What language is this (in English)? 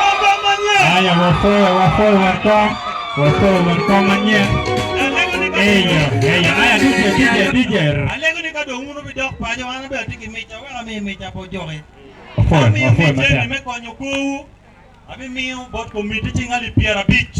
Acoli